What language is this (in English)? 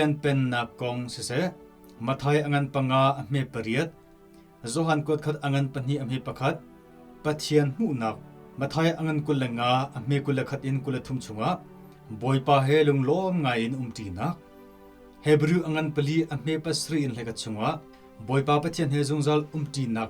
Hakha Chin